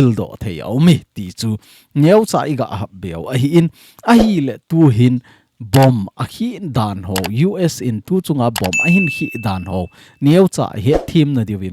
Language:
Thado Chin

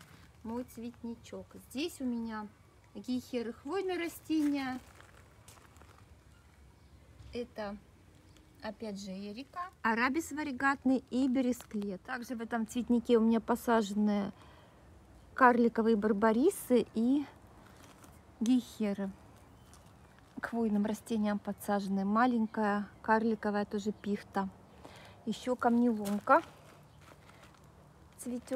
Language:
Russian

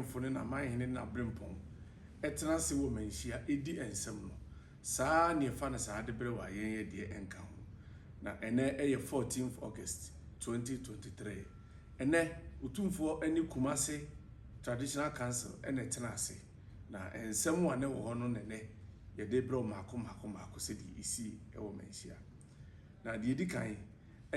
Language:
Akan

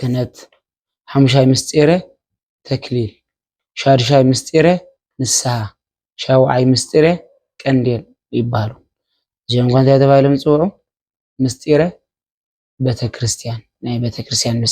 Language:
Tigrinya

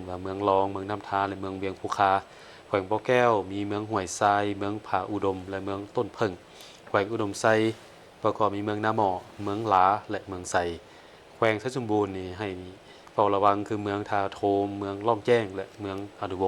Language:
Lao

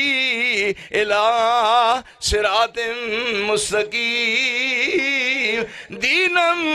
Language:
Western Panjabi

